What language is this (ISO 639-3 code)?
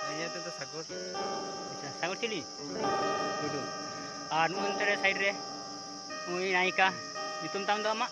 sat